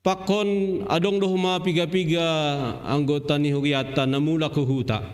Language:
Batak Simalungun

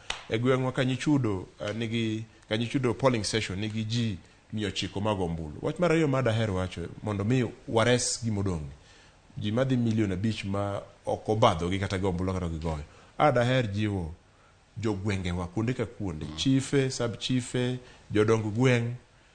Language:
Luo (Kenya and Tanzania)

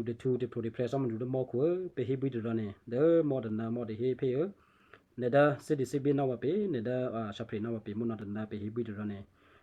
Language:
Western Kayah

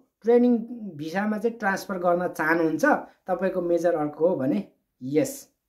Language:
Nepali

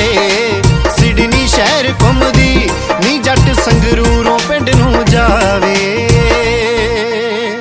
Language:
Punjabi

